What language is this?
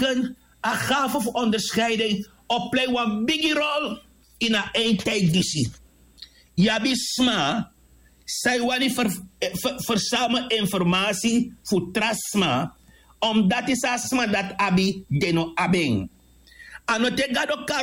Sranan Tongo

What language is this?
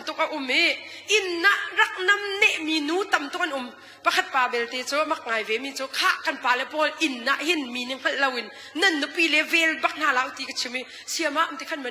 Hakha Chin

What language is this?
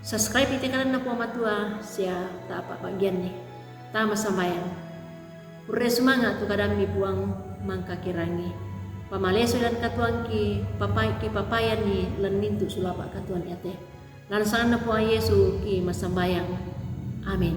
Toraja-Sa'dan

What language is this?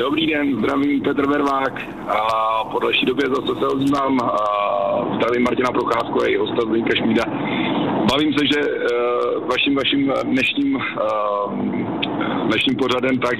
Czech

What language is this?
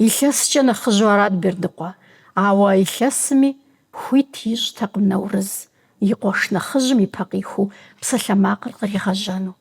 Kabardian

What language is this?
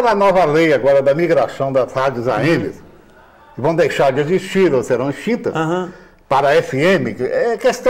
Portuguese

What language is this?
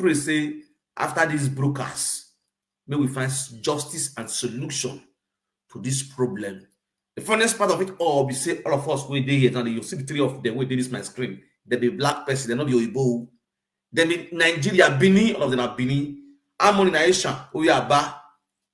Nigerian Pidgin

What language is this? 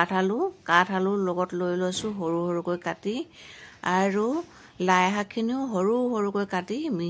Assamese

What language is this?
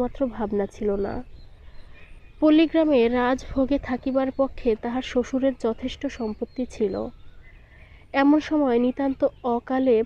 Bangla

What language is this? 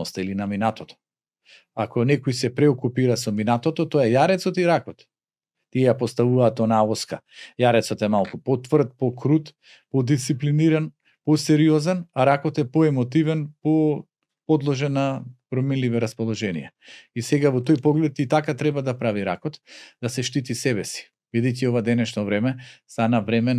Macedonian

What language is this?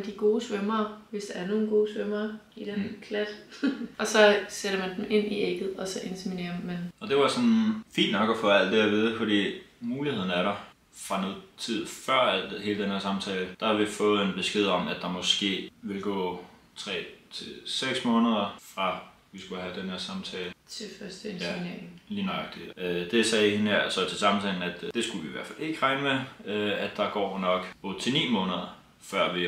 Danish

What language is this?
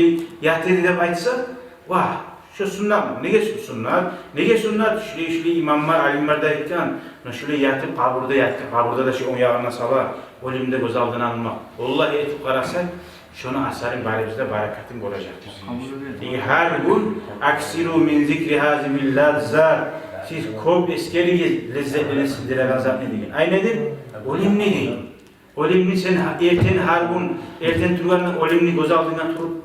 Kumyk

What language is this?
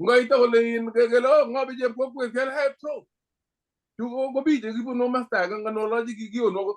Kalenjin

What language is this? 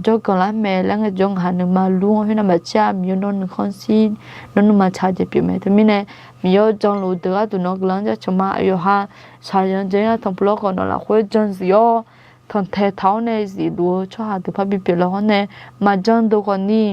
Akha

